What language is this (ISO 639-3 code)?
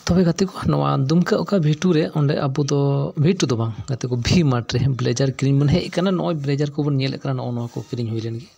sat